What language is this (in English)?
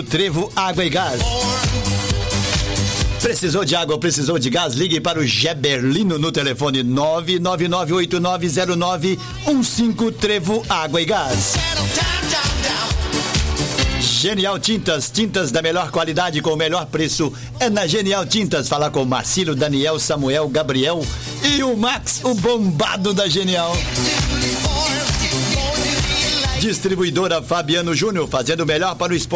Portuguese